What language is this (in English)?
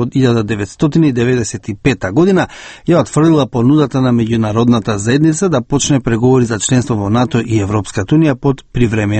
Macedonian